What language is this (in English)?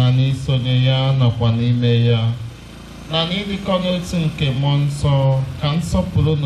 Igbo